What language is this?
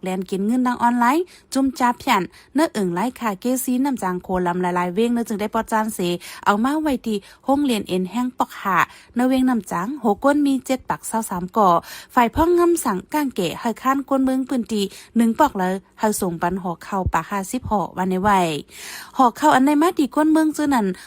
Shan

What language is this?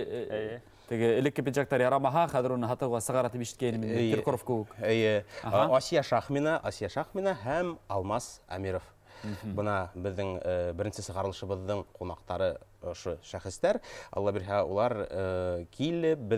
Bashkir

